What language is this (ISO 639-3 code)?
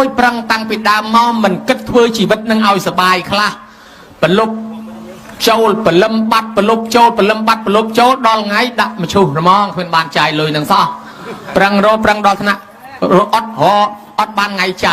khm